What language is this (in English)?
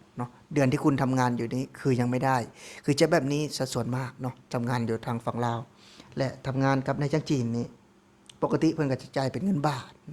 Lao